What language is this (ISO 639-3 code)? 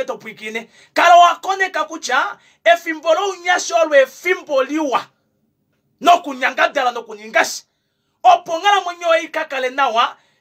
kua